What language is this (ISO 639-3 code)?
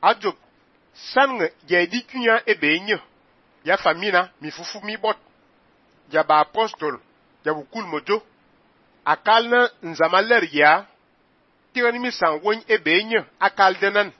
fan